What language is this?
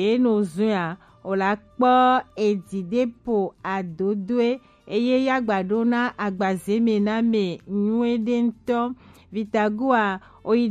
Gen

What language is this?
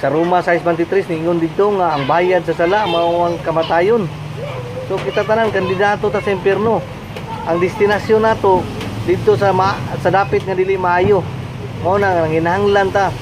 Cebuano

